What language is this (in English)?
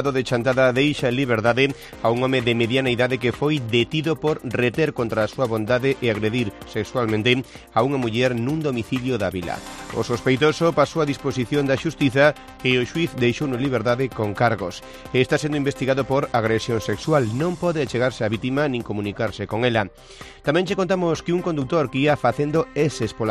Galician